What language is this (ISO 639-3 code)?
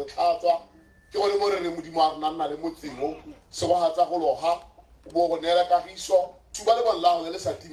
tsn